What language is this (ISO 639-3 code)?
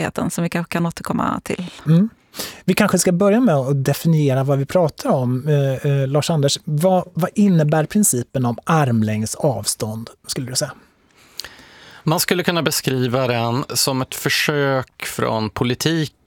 swe